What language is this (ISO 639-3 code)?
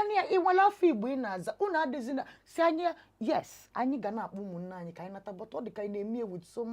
ibo